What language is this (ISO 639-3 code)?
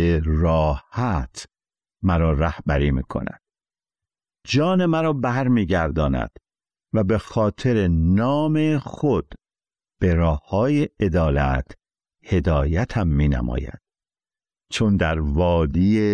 fas